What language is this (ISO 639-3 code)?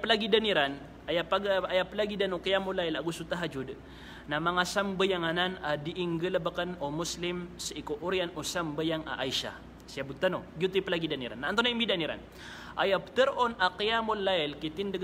mrw